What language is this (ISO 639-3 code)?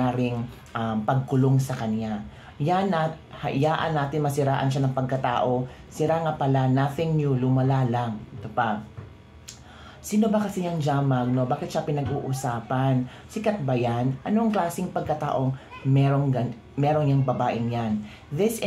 fil